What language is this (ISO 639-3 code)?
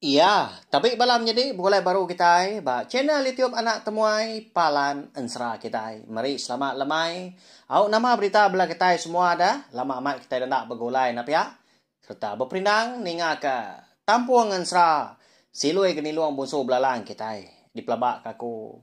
iba